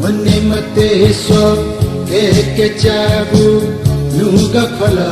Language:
Newari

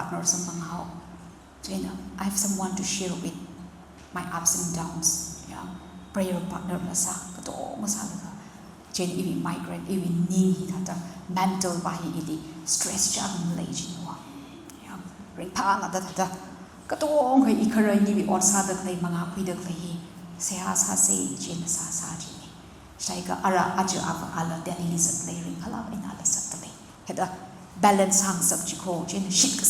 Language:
Tangkhul Naga (India)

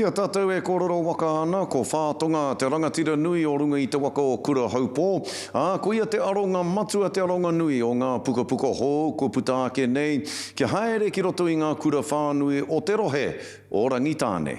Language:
Māori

